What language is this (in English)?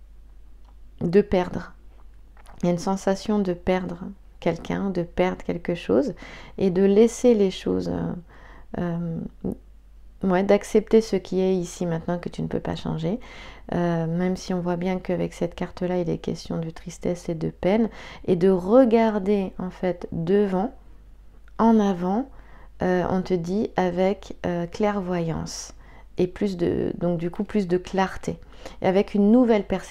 French